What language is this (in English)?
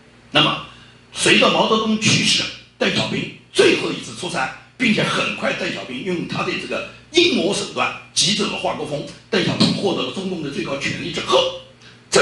Chinese